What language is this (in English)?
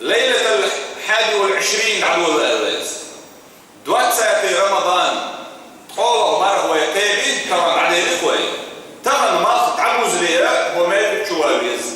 Chechen